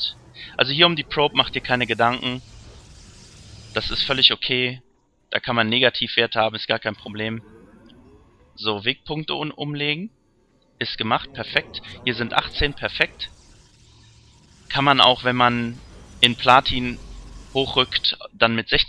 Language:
German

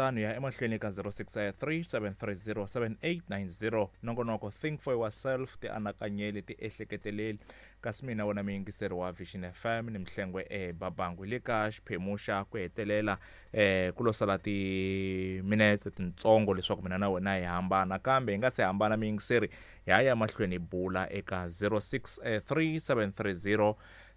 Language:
Tsonga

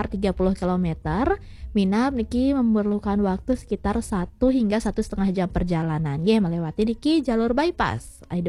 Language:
Balinese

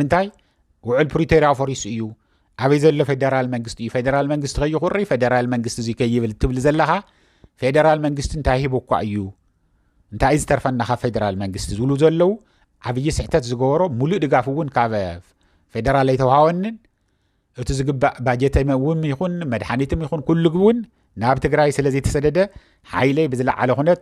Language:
Tigrinya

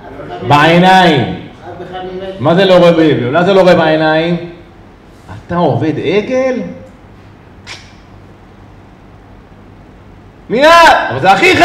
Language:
Hebrew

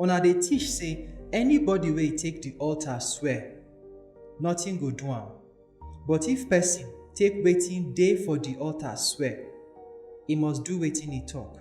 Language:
Nigerian Pidgin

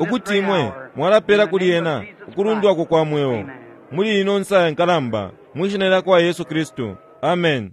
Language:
Bemba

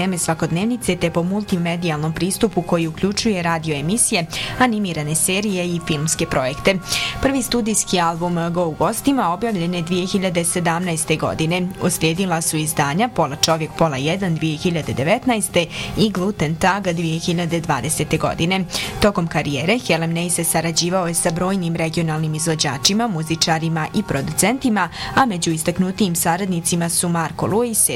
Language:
Bosnian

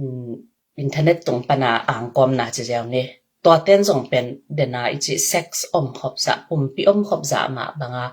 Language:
Tedim Chin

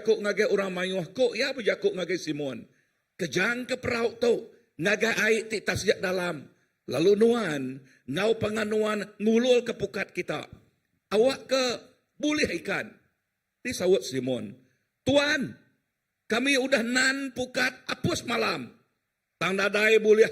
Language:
Iban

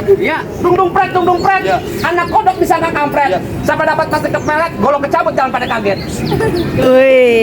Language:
Betawi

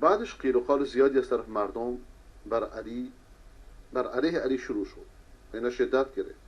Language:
Persian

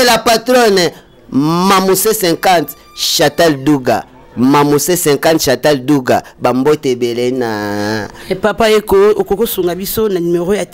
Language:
Lingala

